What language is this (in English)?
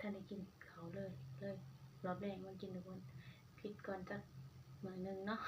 Northeastern Thai